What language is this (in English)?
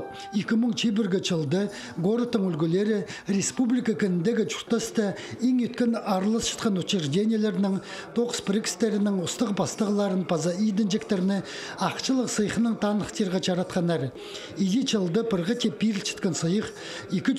Khakas